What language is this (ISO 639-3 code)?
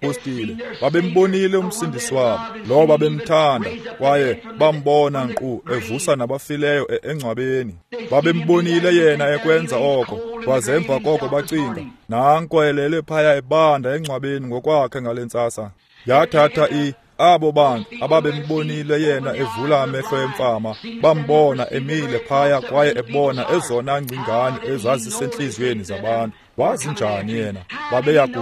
xho